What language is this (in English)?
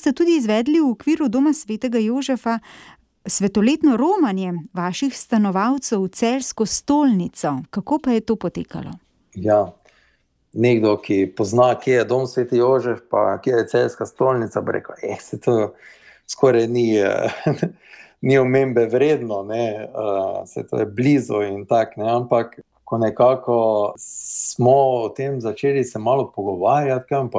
Slovenian